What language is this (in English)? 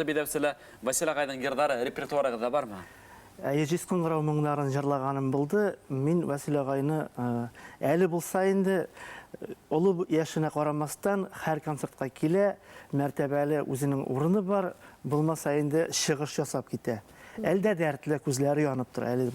Bashkir